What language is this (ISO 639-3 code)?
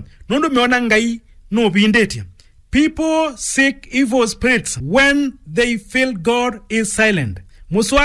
kam